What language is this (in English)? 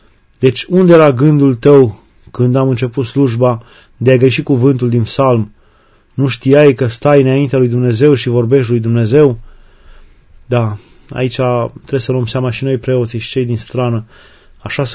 Romanian